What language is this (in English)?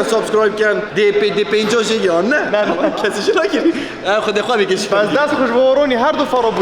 Kurdish